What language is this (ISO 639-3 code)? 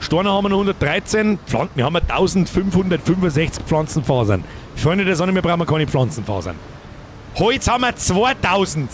bar